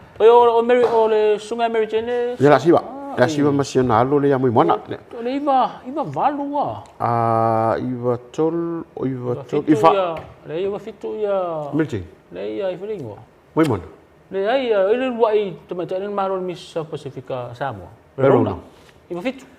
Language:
Samoan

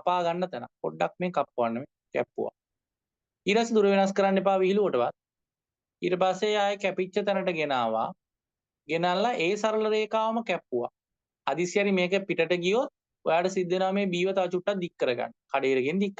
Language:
Sinhala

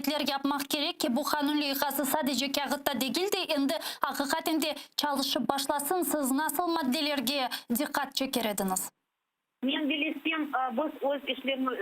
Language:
Crimean Tatar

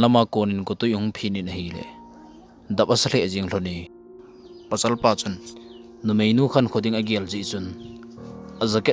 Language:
Thado Chin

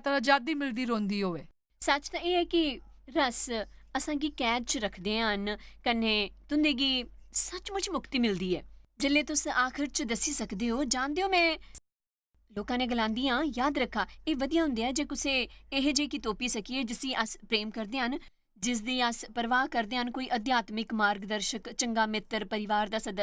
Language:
Dogri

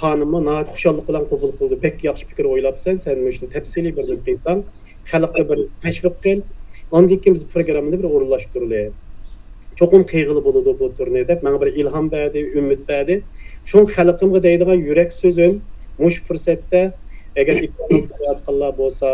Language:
Uyghur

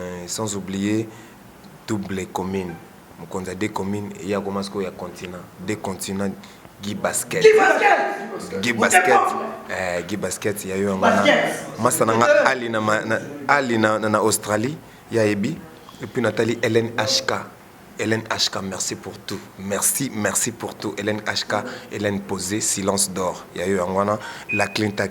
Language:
Lingala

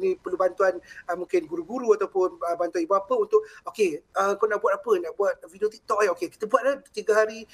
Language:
Malay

